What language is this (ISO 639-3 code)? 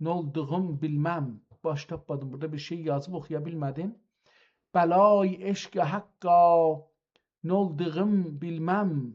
azb